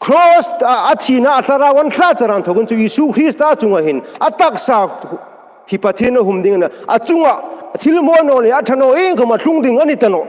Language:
Hmar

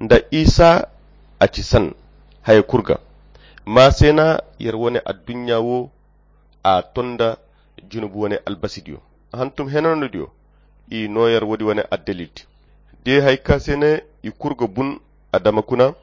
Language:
Koyra Chiini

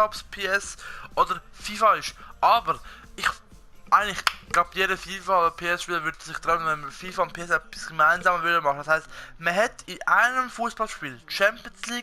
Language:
Swiss German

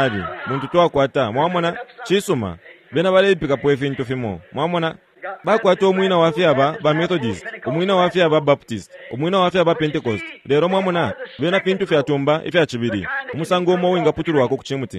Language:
Bemba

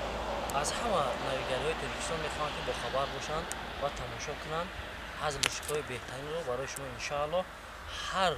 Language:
Tajik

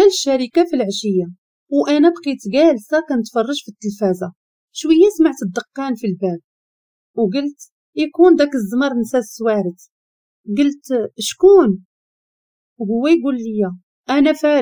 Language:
Moroccan Arabic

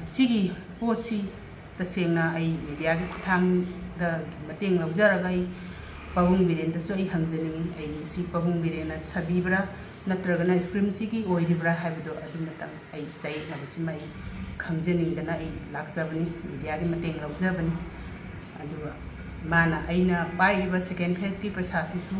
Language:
Manipuri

